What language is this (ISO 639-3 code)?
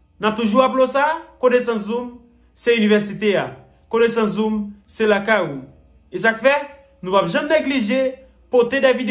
hat